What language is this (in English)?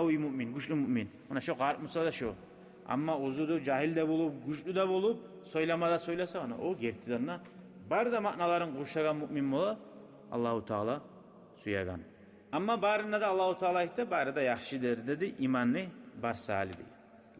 Kumyk